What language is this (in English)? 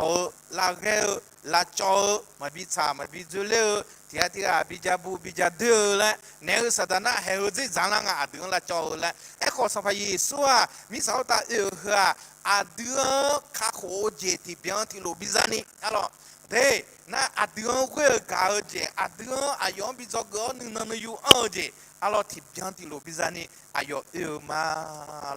Akha